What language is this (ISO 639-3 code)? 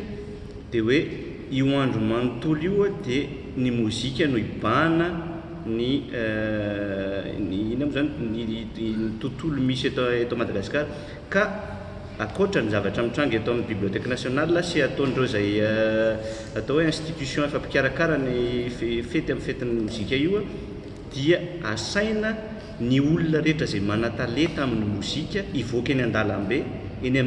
mlg